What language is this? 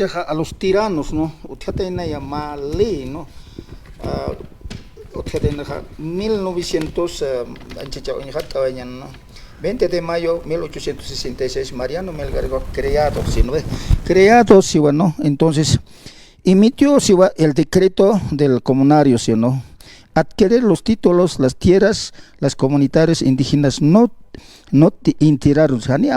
Aymara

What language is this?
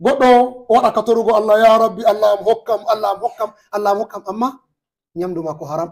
Fula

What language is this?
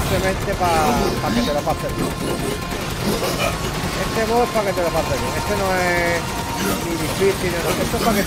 Spanish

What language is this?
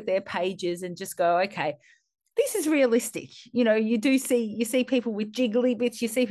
English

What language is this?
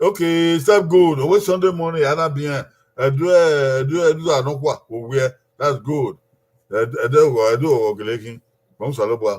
Bini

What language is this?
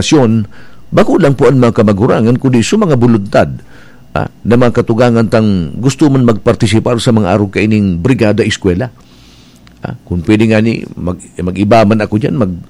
Bikol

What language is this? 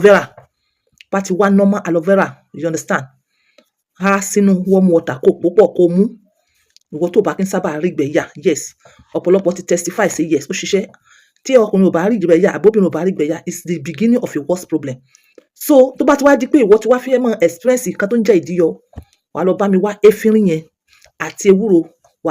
Yoruba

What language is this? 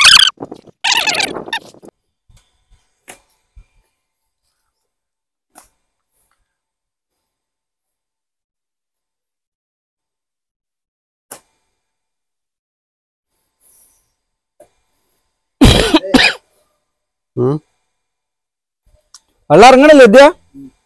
Malayalam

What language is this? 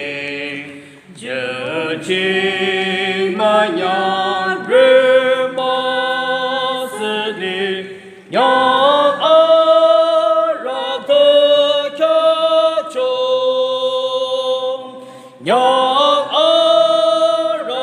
Yimchungru Naga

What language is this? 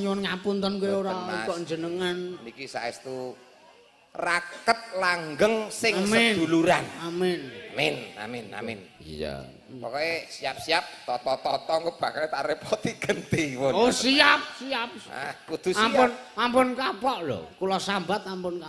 Javanese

